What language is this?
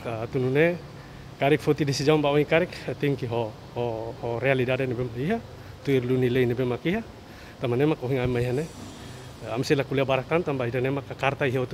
Tetum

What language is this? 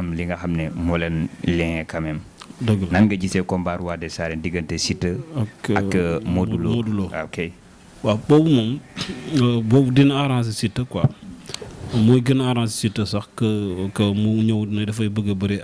Wolof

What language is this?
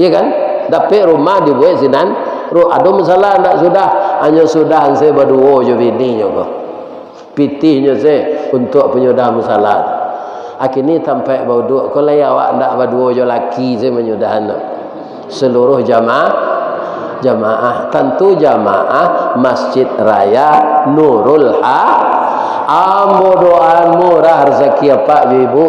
Minangkabau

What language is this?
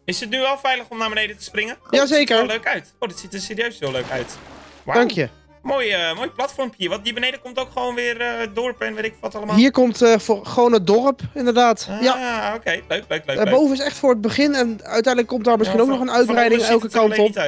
Dutch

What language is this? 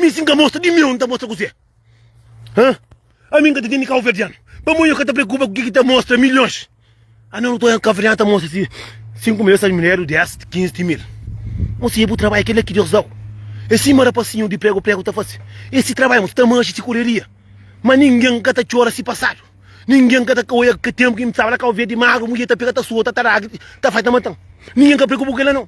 Kabuverdianu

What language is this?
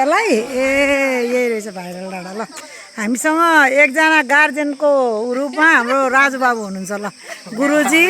Nepali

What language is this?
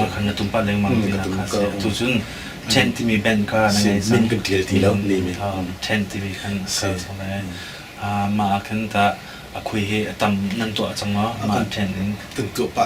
Hakha Chin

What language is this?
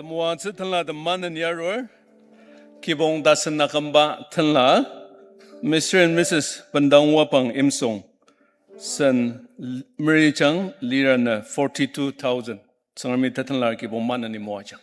Ao Naga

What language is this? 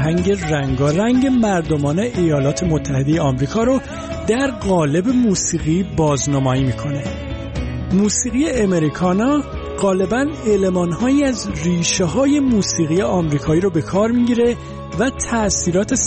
Persian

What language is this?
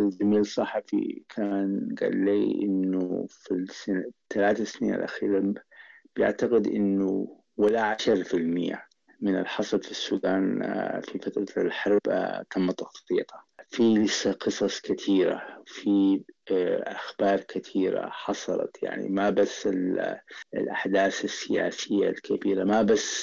Sudanese Arabic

